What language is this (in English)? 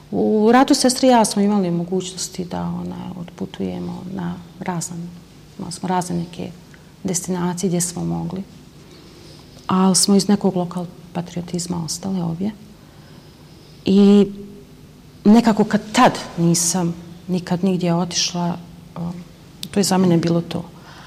Bosnian